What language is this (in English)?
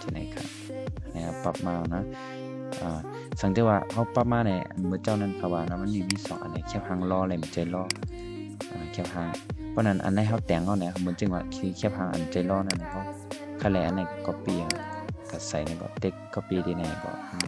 Shan